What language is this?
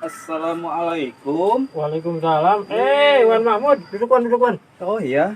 Betawi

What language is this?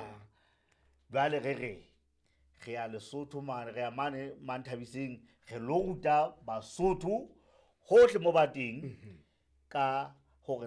Southern Sotho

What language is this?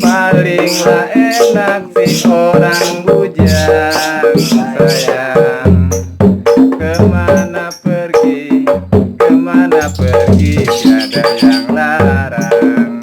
Betawi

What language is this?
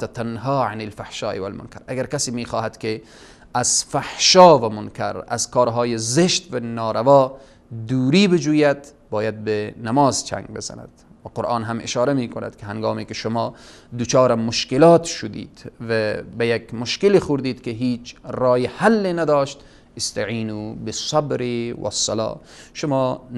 Tajik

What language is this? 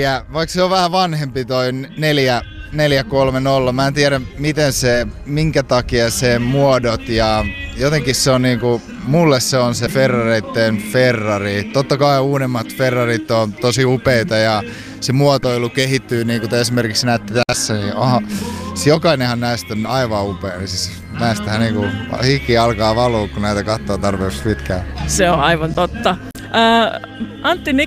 Finnish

